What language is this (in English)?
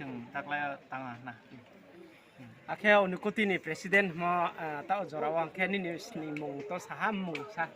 Riang (India)